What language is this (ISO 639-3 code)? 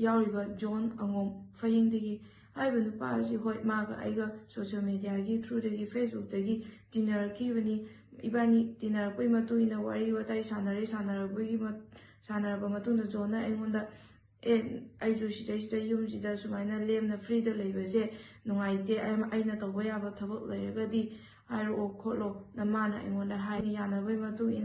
mni